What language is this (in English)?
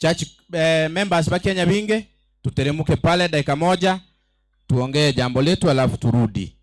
Gusii